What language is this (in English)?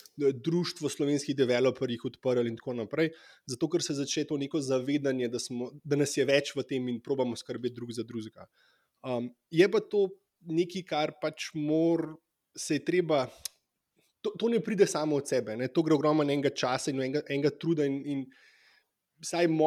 Slovenian